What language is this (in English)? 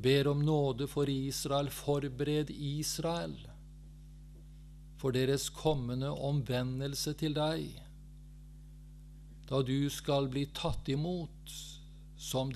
Norwegian